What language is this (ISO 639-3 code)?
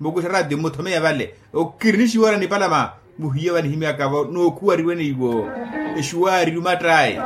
vmw